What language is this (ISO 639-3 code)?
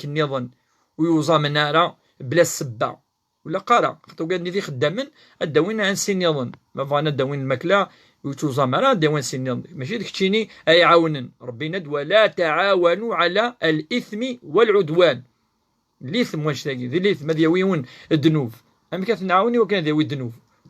kab